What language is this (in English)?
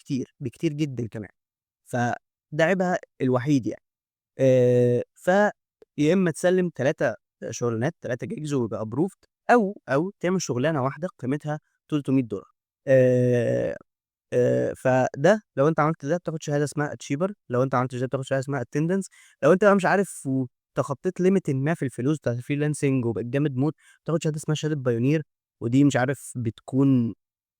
Egyptian Arabic